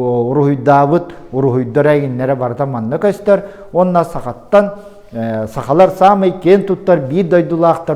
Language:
Yakut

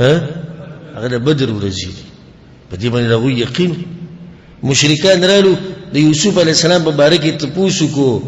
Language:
Pashto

